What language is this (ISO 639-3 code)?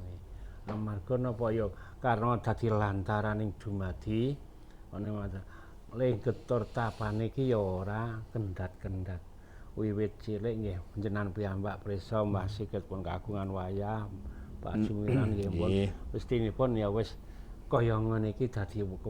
jav